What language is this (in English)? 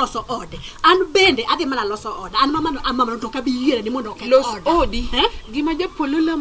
Luo (Kenya and Tanzania)